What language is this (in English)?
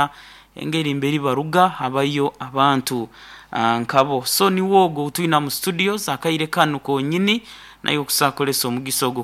Nyoro